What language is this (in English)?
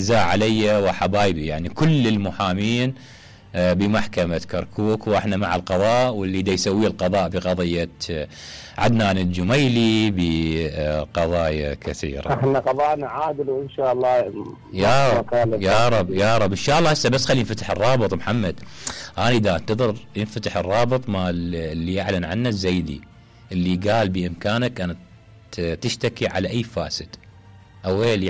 Mesopotamian Arabic